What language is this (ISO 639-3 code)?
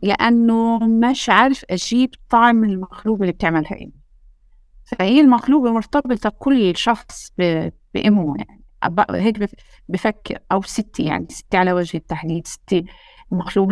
apc